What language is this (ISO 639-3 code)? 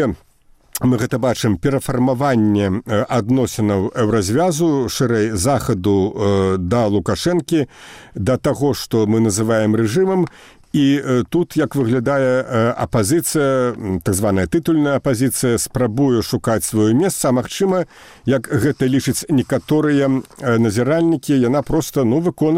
bel